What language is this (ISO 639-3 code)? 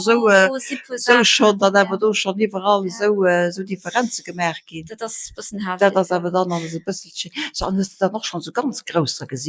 ltz